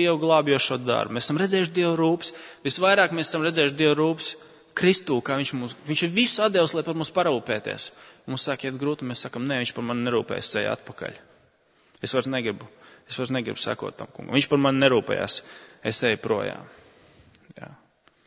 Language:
Latvian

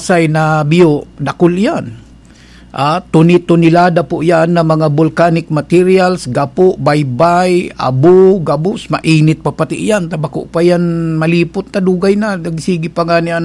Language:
Bikol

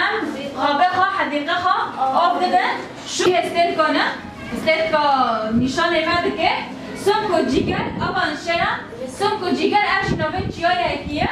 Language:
Kurdish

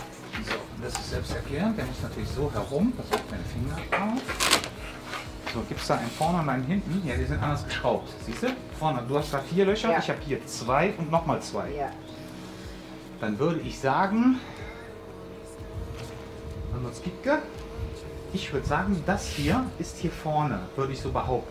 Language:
German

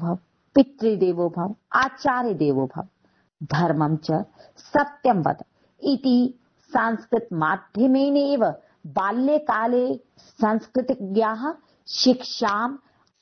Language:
Sanskrit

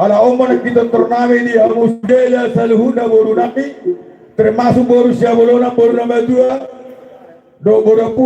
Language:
Batak Toba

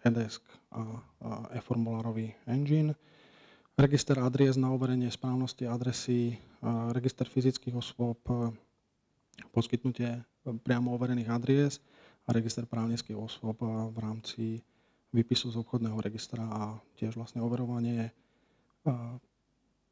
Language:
Slovak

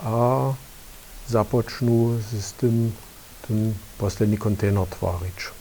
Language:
Upper Sorbian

